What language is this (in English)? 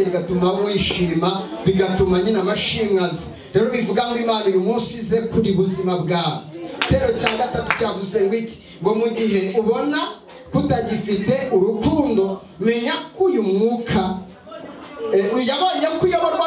Kinyarwanda